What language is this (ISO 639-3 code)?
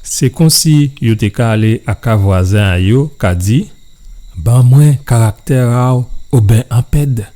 gcf